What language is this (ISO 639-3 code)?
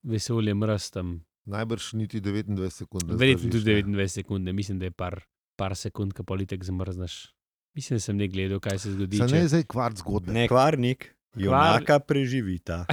slv